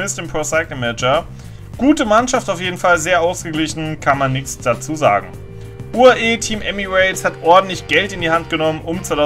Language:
German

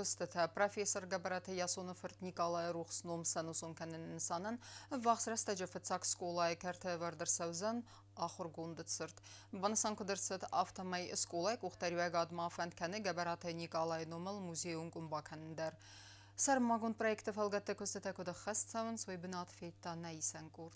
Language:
Ossetic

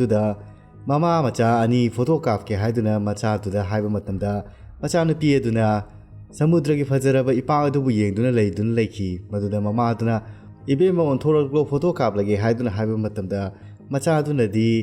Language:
Manipuri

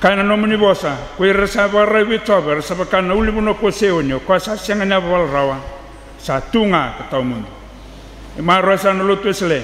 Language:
Fijian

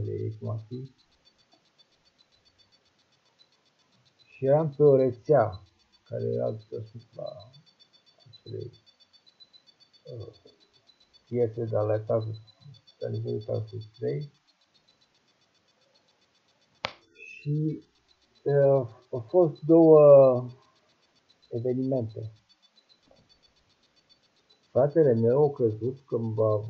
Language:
Romanian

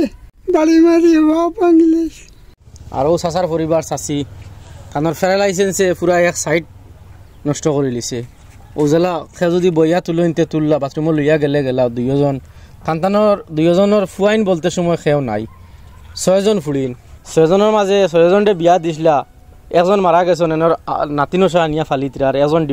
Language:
Sylheti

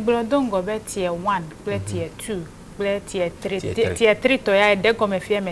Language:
Ewe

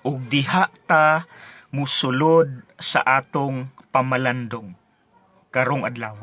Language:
Cebuano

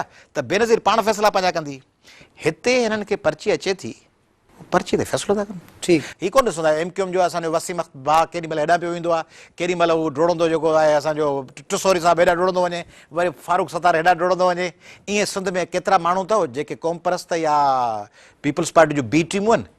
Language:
Sindhi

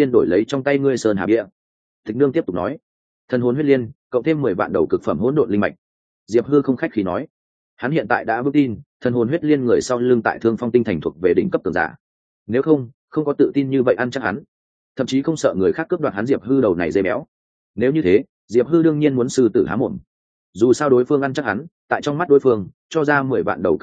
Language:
Vietnamese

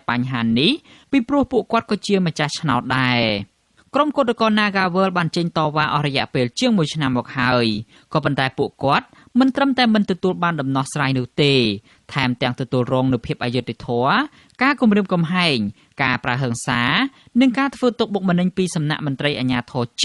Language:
Khmer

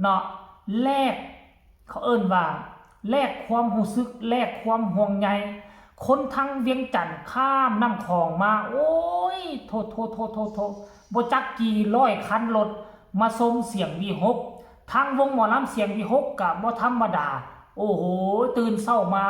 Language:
Northeastern Thai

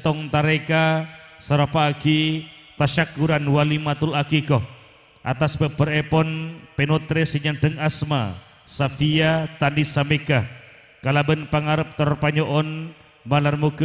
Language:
Madurese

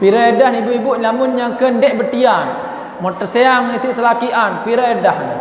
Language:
Sasak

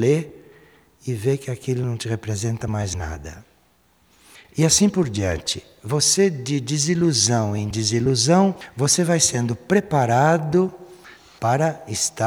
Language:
Portuguese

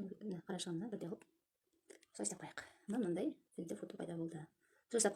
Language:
Kazakh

